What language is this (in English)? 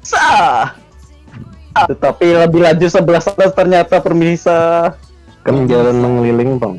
Banjar